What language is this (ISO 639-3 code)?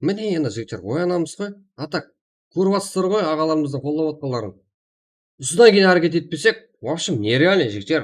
kaa